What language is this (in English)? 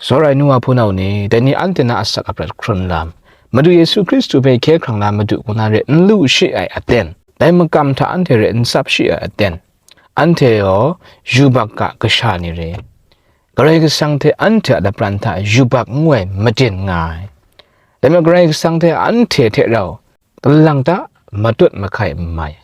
Kachin